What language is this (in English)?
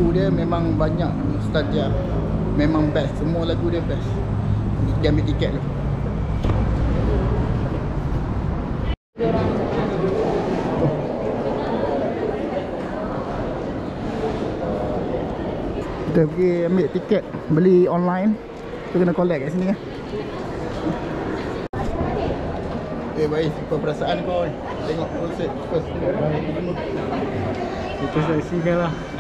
Malay